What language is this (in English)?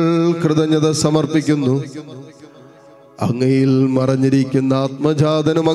Malayalam